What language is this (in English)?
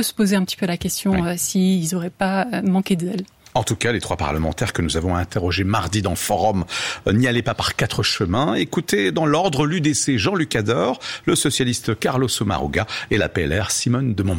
French